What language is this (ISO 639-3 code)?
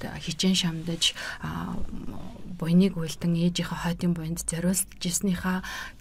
mon